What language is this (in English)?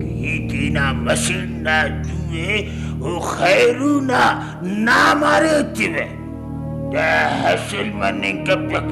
Brahui